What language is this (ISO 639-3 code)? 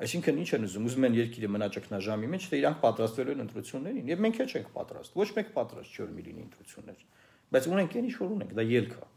hye